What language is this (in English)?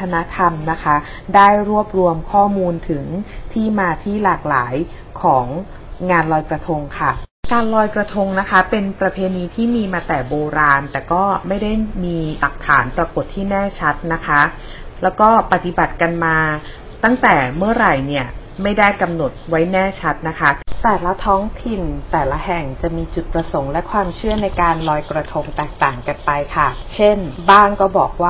Thai